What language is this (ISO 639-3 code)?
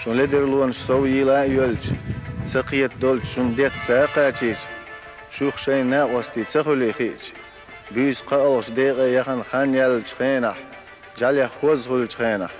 che